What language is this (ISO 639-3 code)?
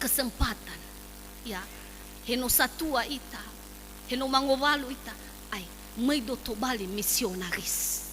nia